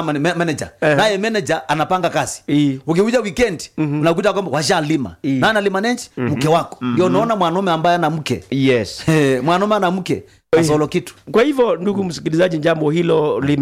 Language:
Swahili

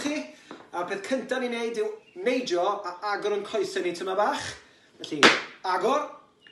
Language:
Welsh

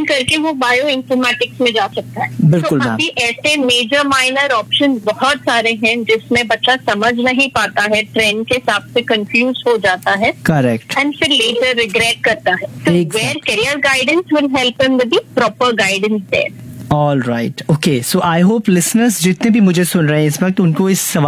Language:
Hindi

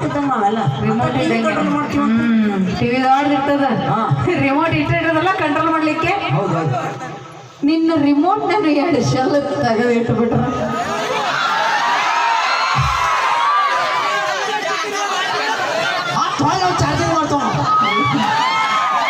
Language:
Kannada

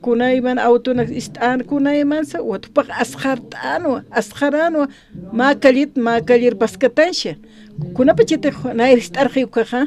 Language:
Aymara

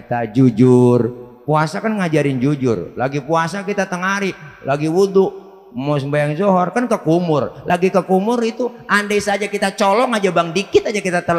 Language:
Betawi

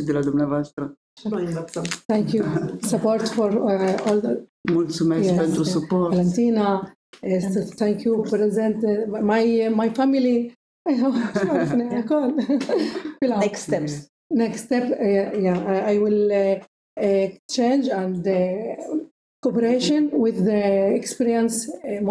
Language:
Romanian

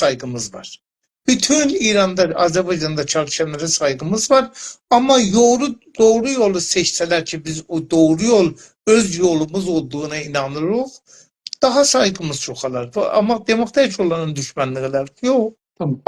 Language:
South Azerbaijani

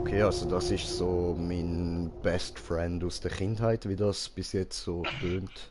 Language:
Swiss German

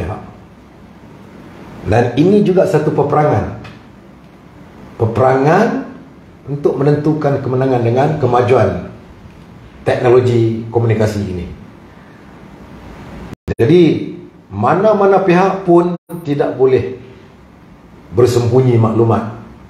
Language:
Malay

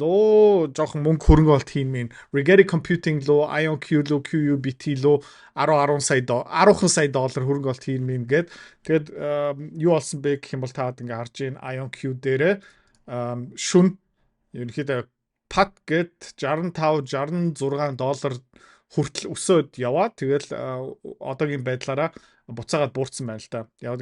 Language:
Mongolian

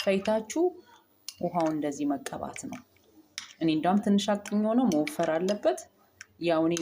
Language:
Amharic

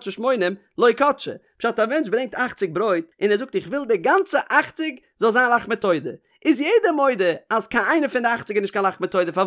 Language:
Yiddish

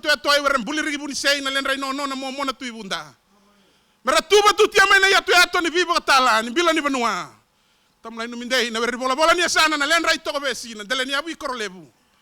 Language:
Fijian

